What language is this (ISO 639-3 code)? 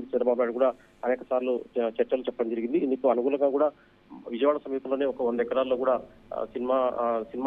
tel